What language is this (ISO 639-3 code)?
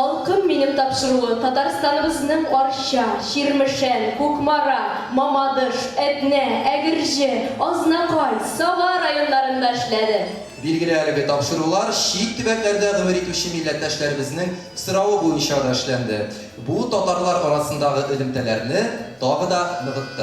tat